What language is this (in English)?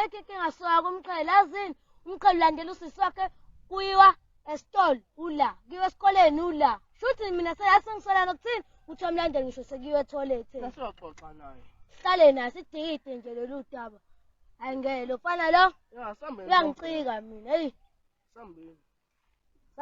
Zulu